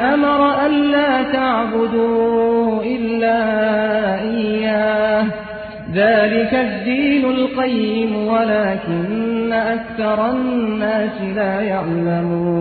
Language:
Arabic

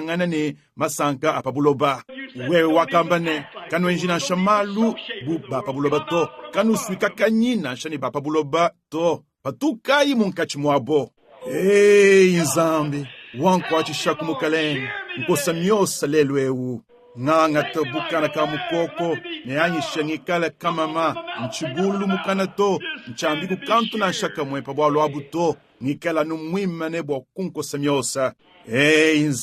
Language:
Luba-Lulua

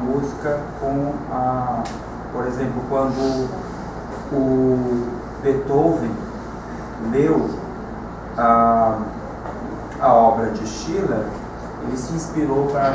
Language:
Portuguese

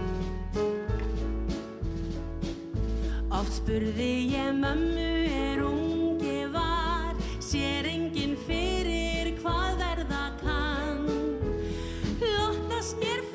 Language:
Icelandic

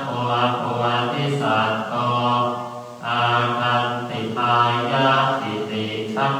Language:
Pali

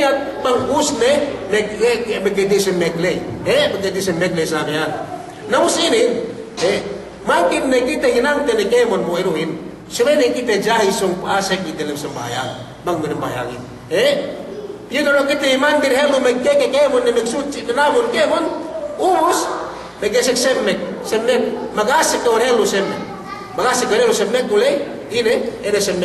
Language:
Yakan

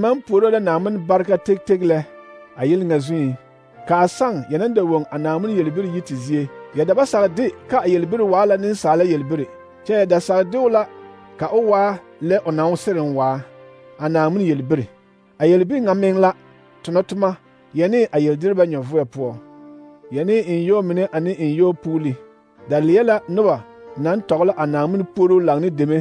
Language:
Southern Dagaare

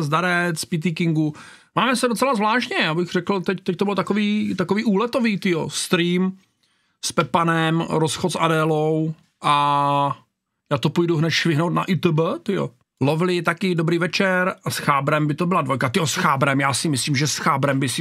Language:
Czech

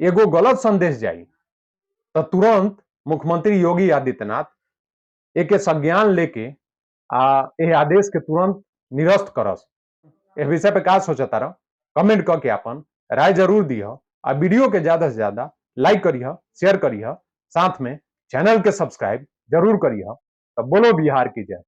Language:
Bhojpuri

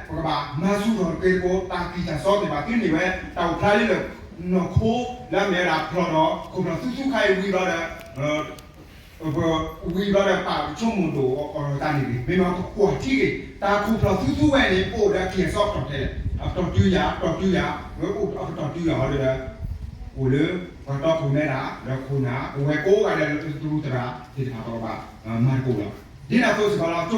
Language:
S'gaw Karen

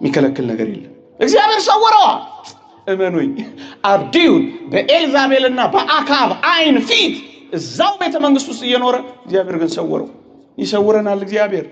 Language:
Amharic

